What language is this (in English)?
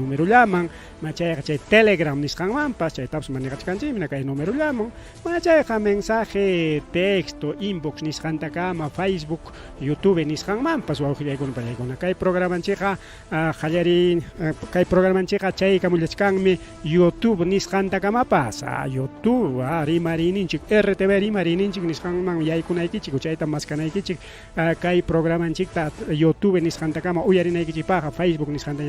Ayacucho Quechua